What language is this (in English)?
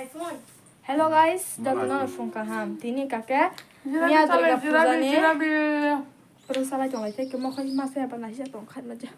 Kok Borok